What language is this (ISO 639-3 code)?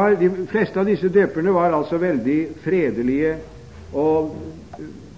nor